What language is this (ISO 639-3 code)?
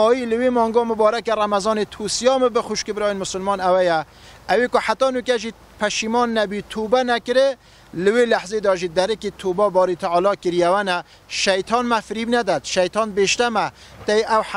kur